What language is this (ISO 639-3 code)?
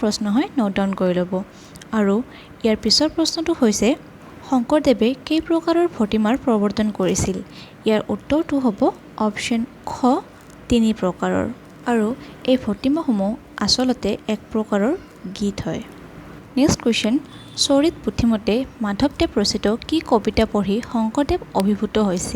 asm